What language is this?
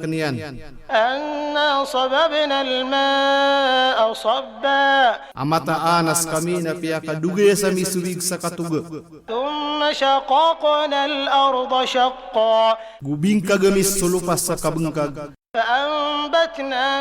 Maranao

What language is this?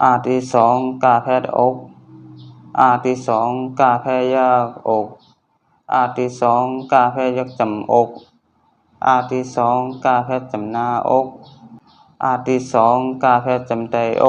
Shan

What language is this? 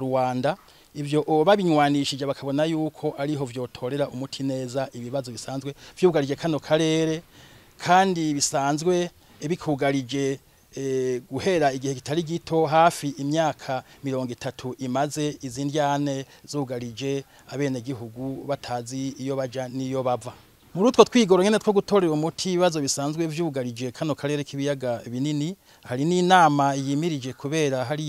Rundi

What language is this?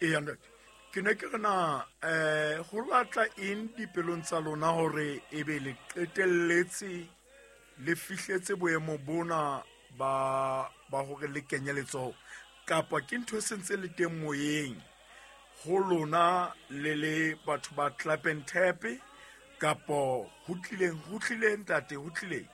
Southern Sotho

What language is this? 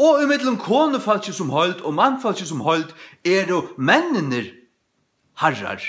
Faroese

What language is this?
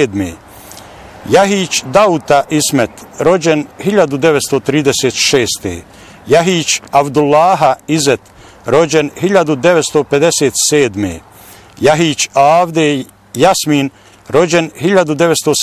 Bosnian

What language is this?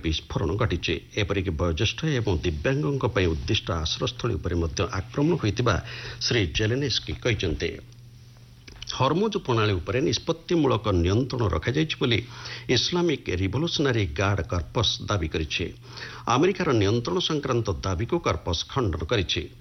Odia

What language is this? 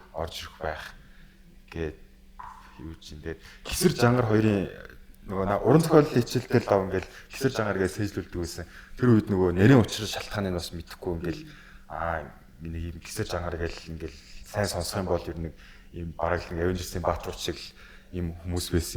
Mongolian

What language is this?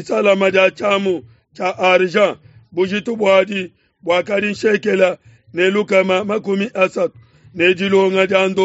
Luba-Lulua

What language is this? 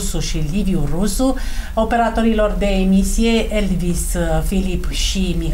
Romanian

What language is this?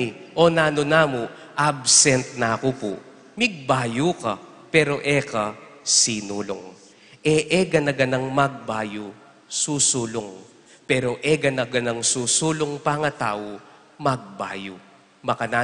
Pampanga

